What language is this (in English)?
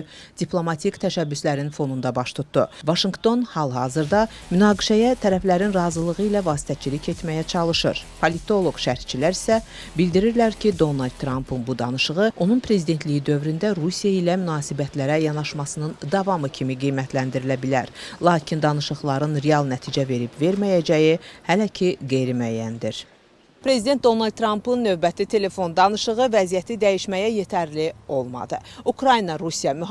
Azerbaijani